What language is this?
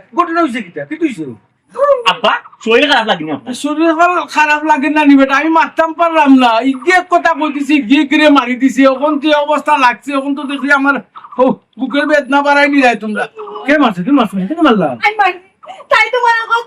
Sylheti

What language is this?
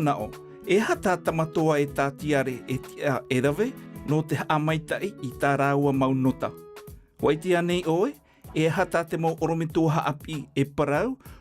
Tahitian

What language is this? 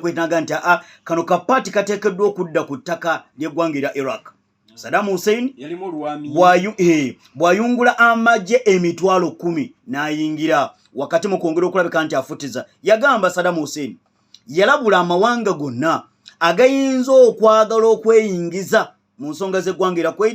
Ganda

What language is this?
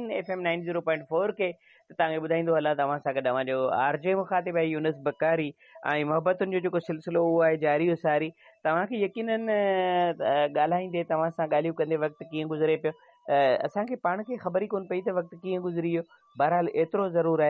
Sindhi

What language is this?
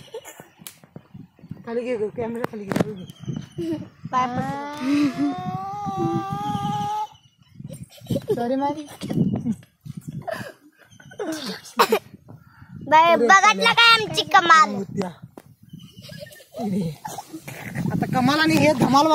Marathi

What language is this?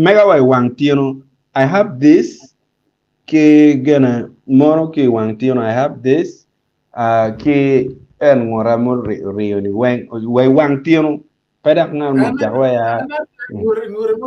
Acoli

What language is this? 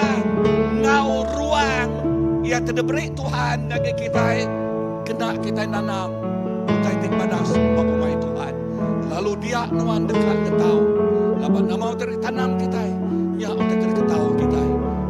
Iban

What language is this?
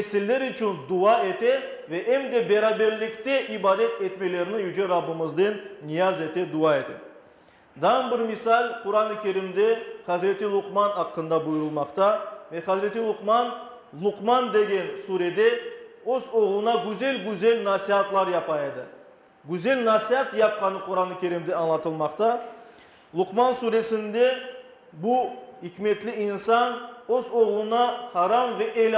Crimean Tatar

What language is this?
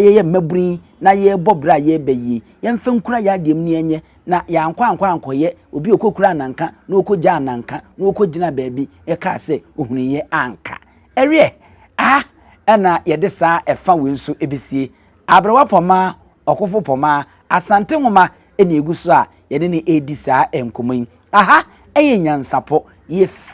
Akan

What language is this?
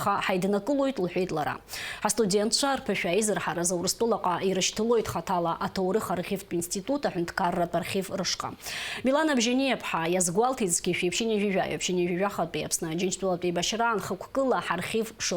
Abkhazian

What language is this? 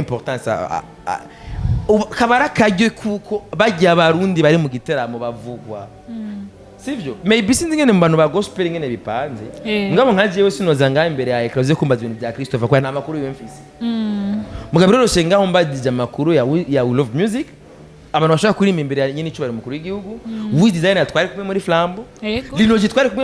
Rundi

